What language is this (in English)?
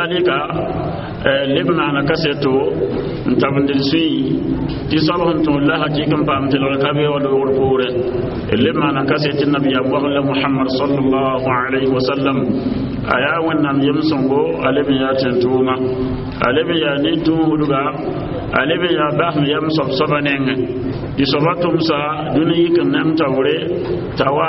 Mossi